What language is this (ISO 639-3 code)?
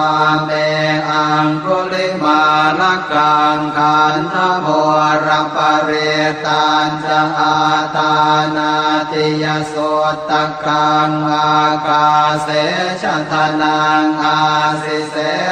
pli